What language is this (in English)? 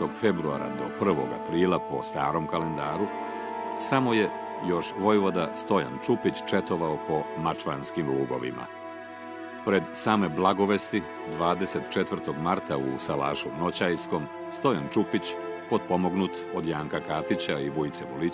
Serbian